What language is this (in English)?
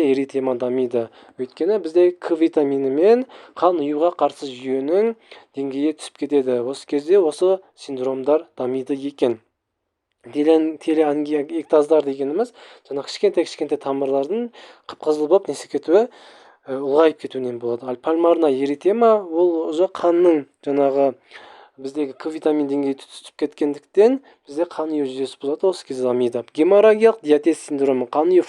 Kazakh